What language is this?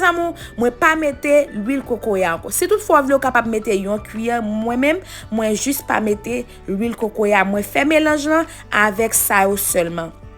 Haitian Creole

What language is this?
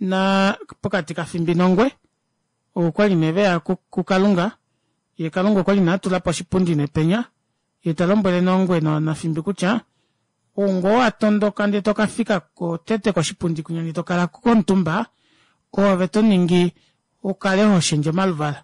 Kuanyama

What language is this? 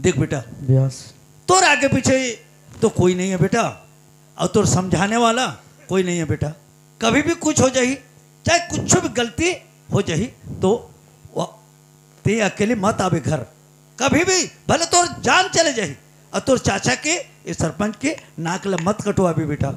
Chhattisgarhi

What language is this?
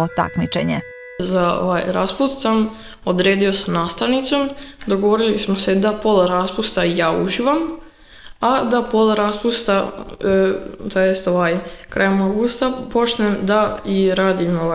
Serbian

